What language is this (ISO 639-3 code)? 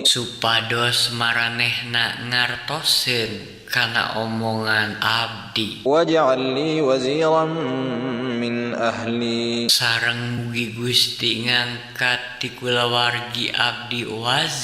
sun